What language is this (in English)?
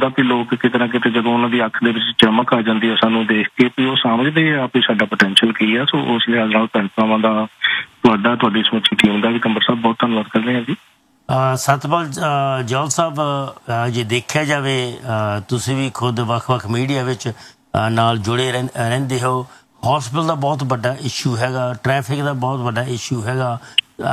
Punjabi